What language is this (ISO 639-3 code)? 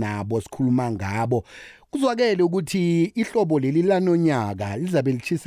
nbl